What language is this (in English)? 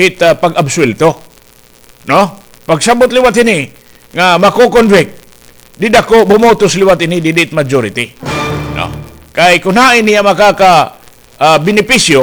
Waray